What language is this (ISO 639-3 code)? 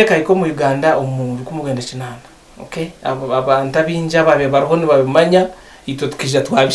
nyn